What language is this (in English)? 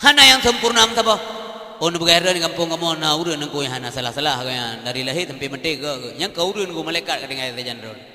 Achinese